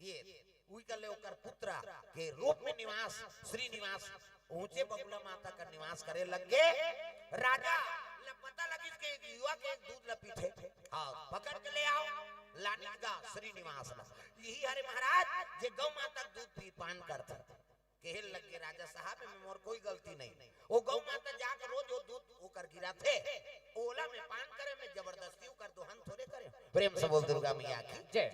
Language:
Chhattisgarhi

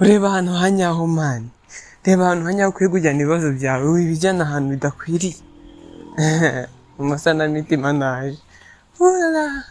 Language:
Kinyarwanda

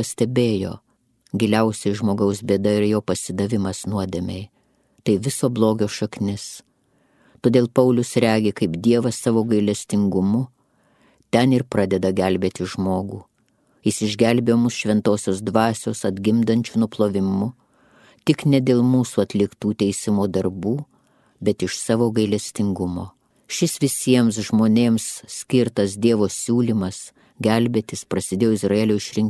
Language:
Lithuanian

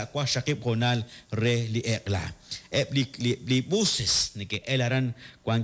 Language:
Kekchí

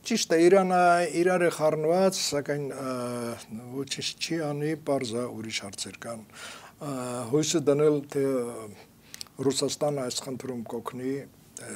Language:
Armenian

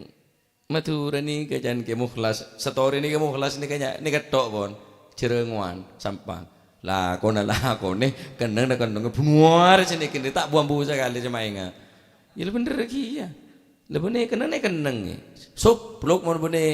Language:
Madurese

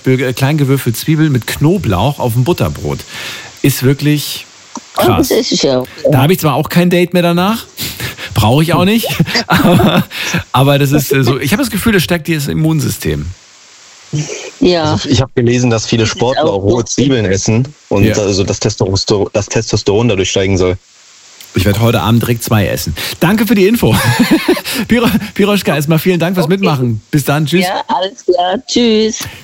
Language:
German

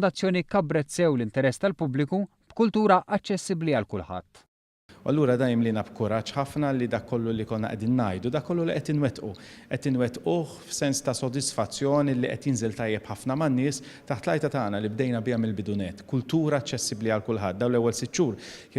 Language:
Maltese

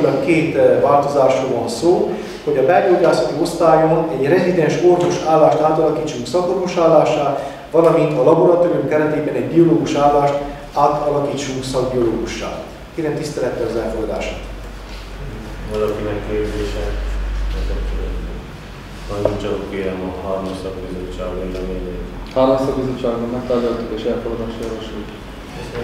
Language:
Hungarian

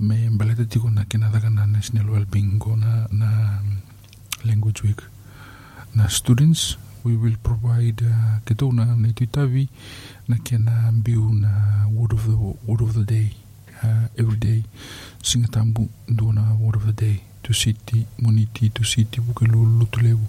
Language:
Fijian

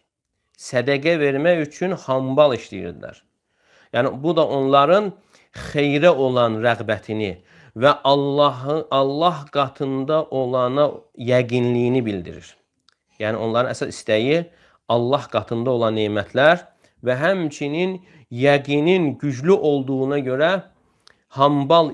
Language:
Azerbaijani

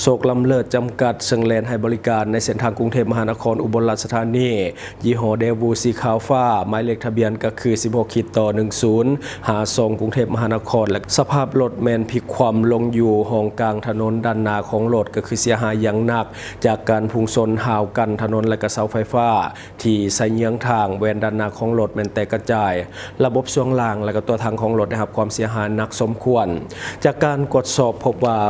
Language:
Lao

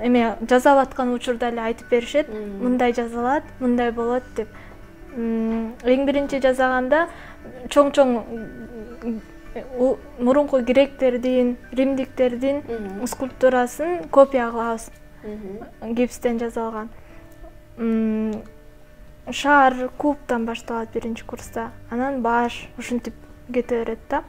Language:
Kyrgyz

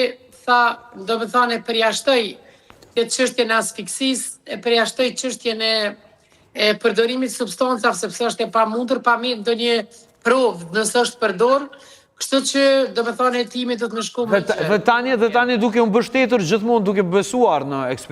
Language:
Albanian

